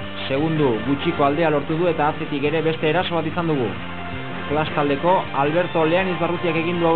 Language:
Basque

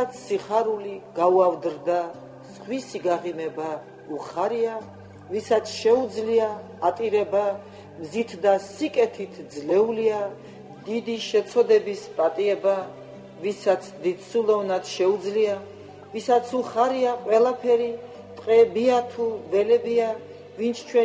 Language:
Georgian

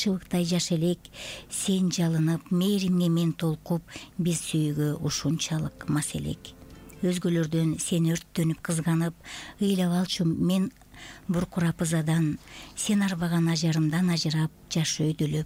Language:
Kyrgyz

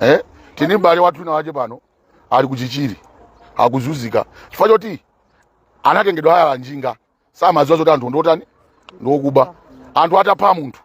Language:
Nyanja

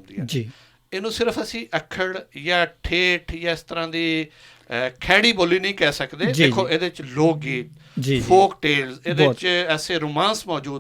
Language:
Western Panjabi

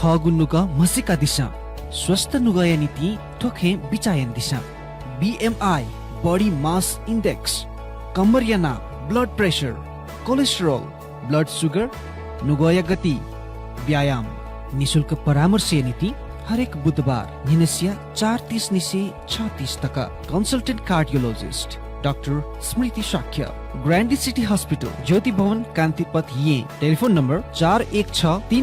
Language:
Newari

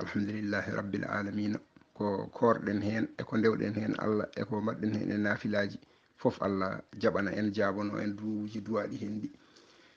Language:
Fula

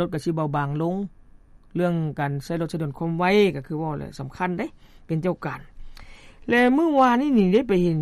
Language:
Lao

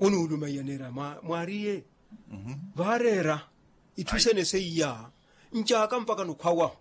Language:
Makhuwa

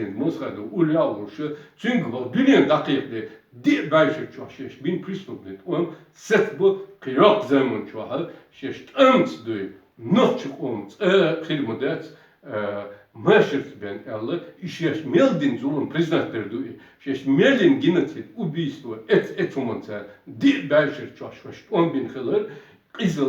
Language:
Chechen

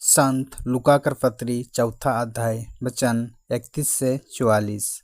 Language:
Sadri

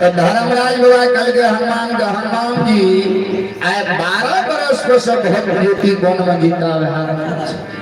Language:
Maithili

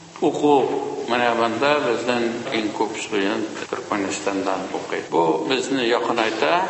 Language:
Tatar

